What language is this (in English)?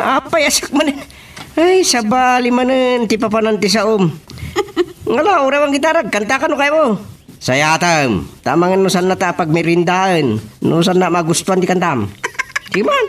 Iloko